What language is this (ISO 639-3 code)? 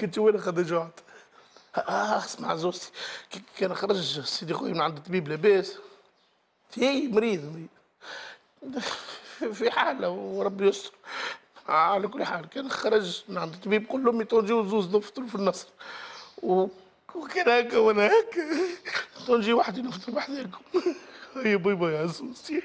aeb